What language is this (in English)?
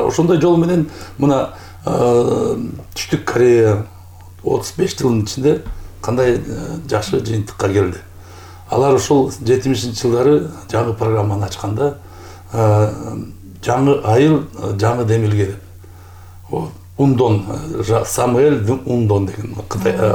Kyrgyz